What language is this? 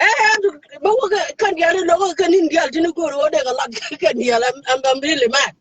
Nuer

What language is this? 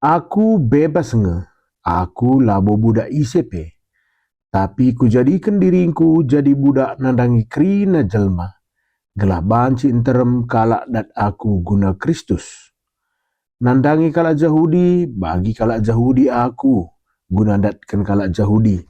Batak Karo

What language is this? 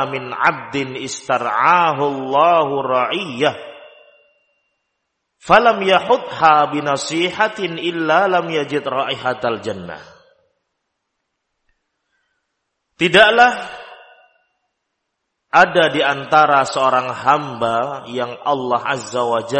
Indonesian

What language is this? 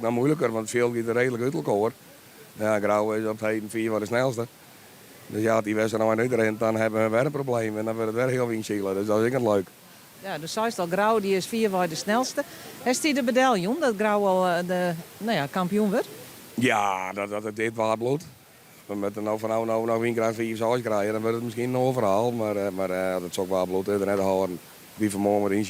Western Frisian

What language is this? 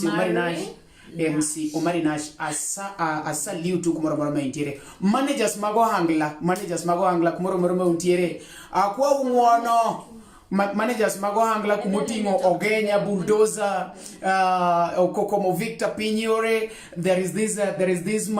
Luo (Kenya and Tanzania)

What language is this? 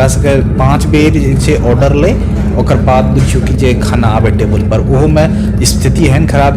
Maithili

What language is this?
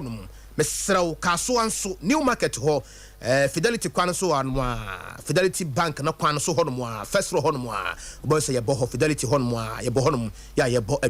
Akan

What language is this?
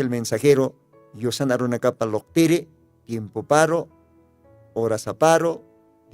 Aymara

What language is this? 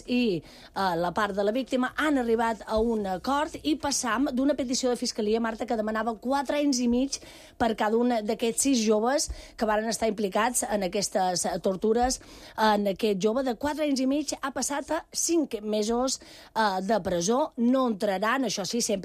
Catalan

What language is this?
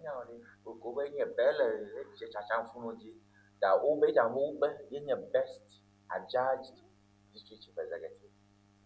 Ewe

